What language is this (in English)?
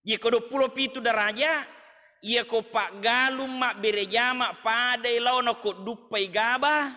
Buginese